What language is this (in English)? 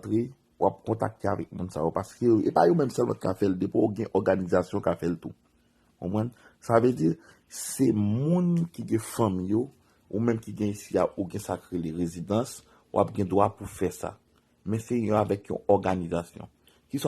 Haitian Creole